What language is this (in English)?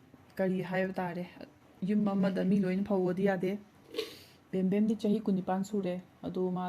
Manipuri